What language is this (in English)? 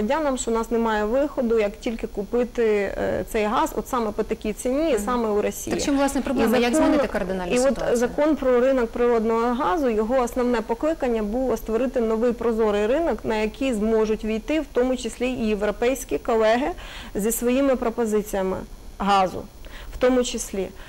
Ukrainian